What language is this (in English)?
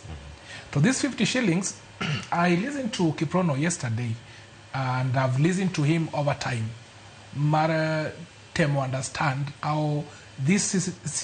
Luo (Kenya and Tanzania)